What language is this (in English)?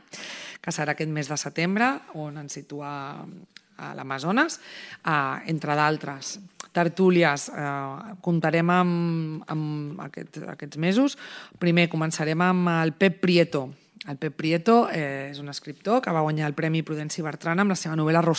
Catalan